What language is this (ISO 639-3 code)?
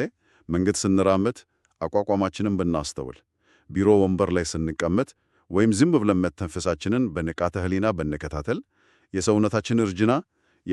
amh